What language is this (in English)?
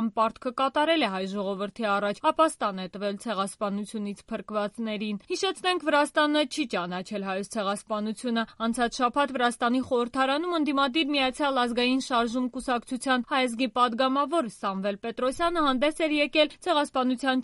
Armenian